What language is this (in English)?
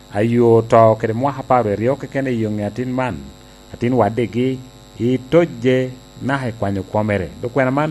Lango (Uganda)